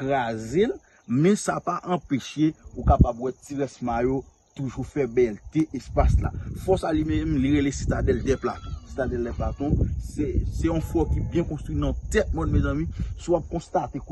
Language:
Haitian Creole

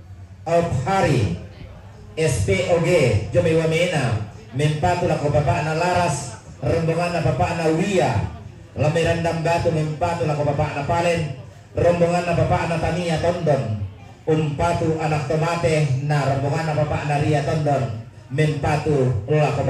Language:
Toraja-Sa'dan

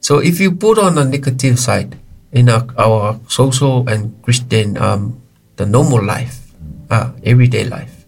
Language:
Samoan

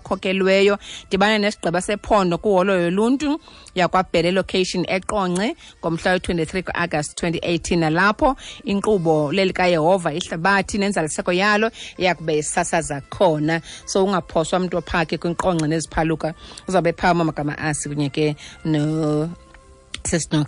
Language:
Xhosa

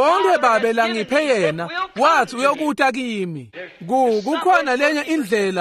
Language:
Swati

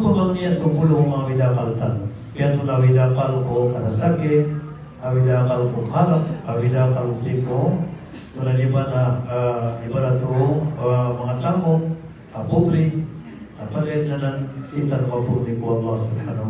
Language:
Maranao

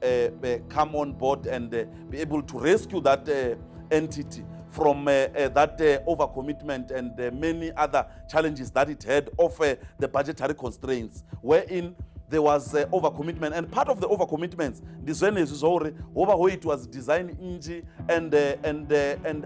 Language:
Venda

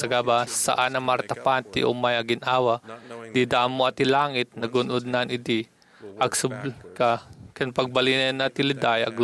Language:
Iloko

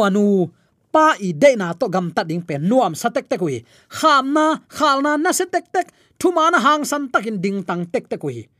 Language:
Tedim Chin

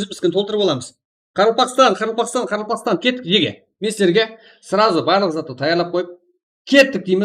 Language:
Kara-Kalpak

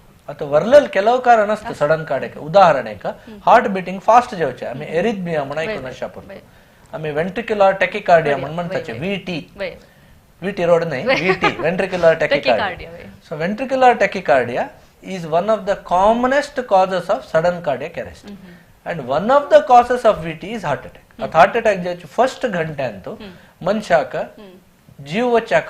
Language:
Konkani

